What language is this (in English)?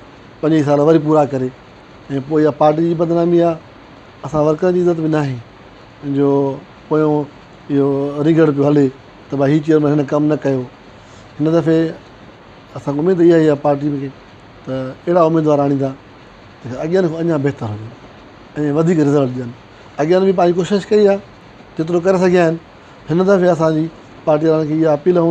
Sindhi